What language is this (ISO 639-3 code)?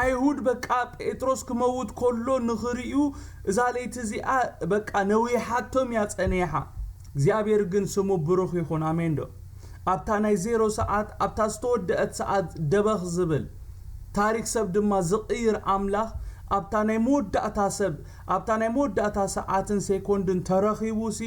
tir